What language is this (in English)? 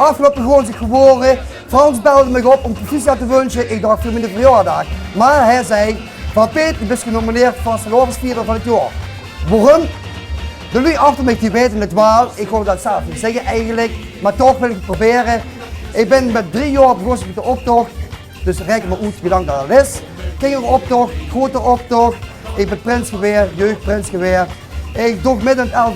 Limburgish